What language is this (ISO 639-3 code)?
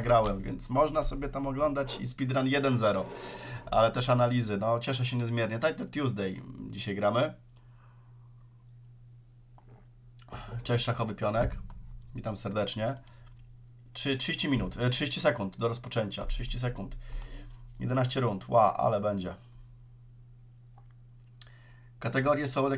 pol